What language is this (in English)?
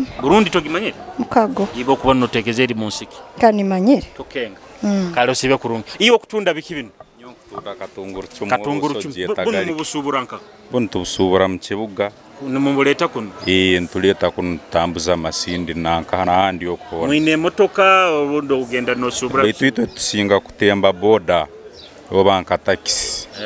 Nyoro